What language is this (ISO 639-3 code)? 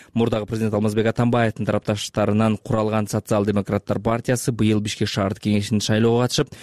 kir